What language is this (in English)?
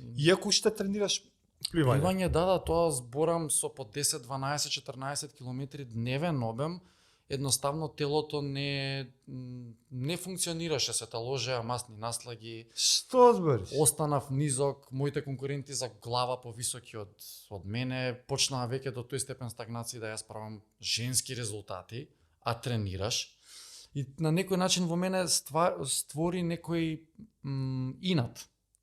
Macedonian